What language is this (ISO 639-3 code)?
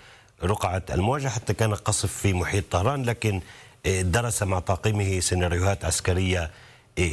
ara